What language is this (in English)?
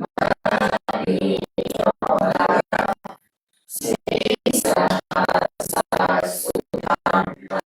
Pali